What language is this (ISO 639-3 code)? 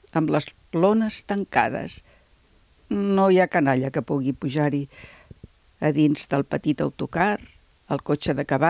cat